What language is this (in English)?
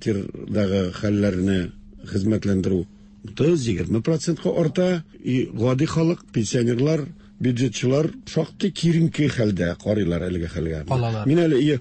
Tatar